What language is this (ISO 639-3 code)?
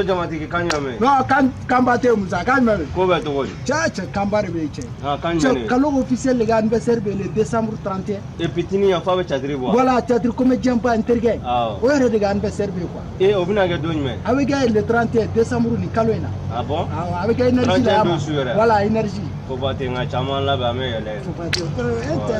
bam